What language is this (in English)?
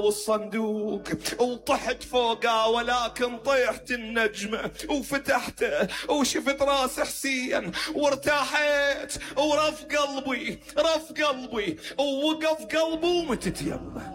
Mesopotamian Arabic